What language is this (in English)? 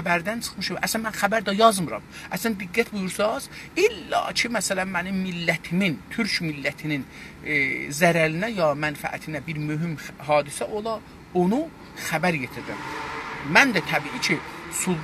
South Azerbaijani